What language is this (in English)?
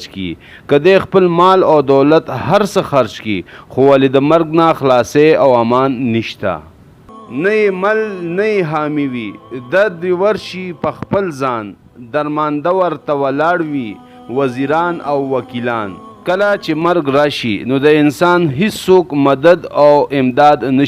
Pashto